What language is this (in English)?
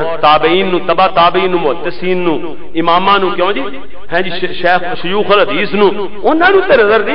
Western Panjabi